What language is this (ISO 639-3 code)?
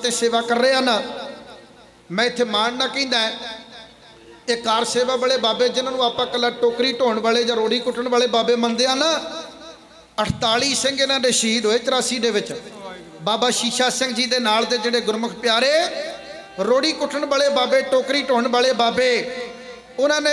pan